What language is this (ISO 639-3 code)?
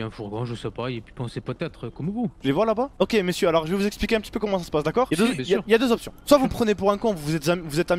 fra